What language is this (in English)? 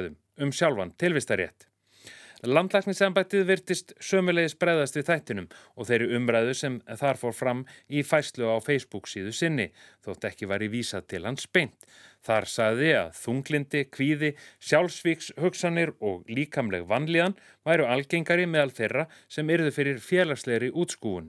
Icelandic